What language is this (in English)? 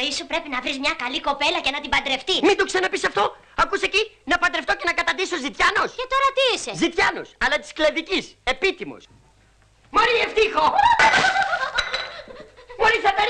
Greek